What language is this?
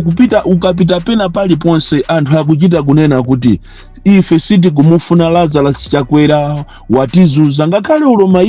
Nyanja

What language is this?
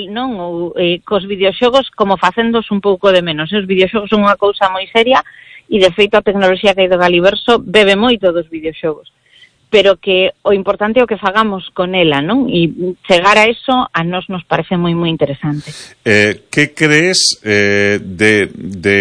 Galician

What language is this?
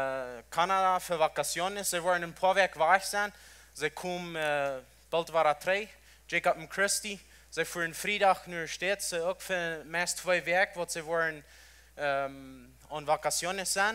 Plautdietsch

